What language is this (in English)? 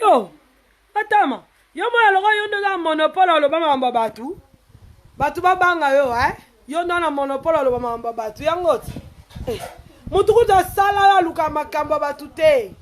Lingala